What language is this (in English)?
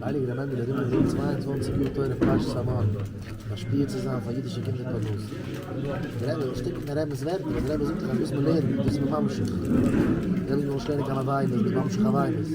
Yiddish